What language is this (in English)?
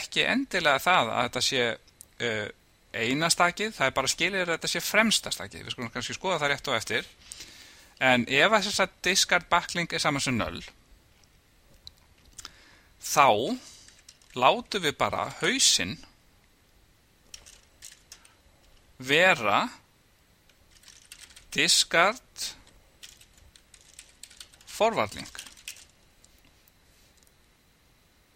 Icelandic